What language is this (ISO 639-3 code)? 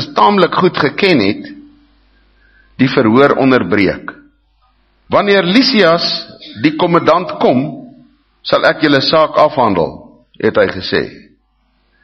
afr